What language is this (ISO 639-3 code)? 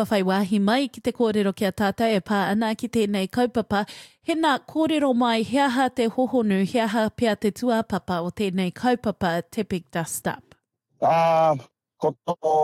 mri